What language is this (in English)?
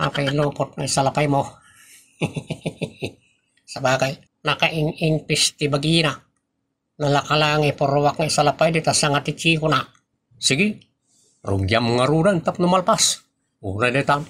Iloko